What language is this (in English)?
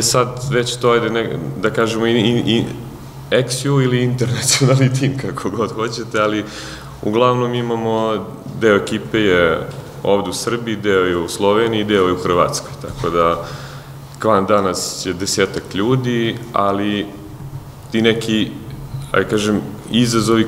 Serbian